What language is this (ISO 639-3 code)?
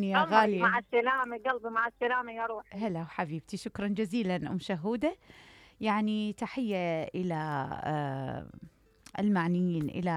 acm